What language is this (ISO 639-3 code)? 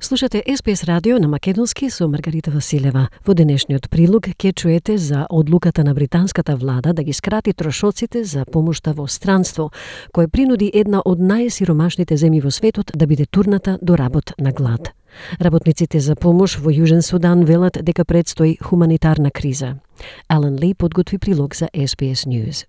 mkd